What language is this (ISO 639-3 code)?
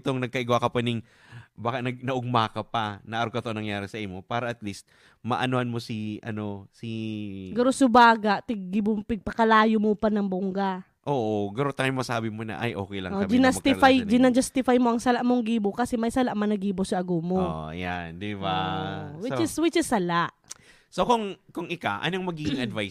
bik